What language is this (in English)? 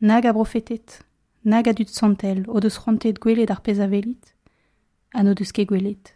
Breton